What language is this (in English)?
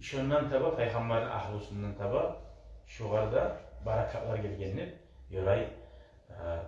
Kumyk